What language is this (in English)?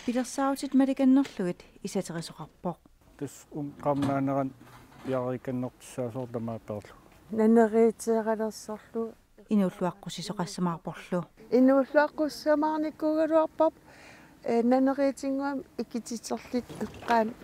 Kalaallisut